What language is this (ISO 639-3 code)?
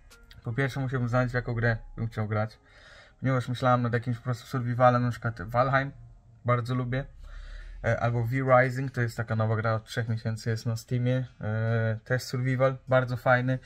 pol